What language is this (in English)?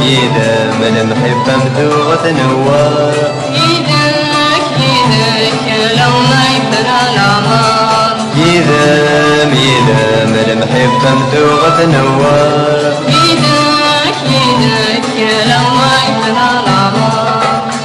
Kabyle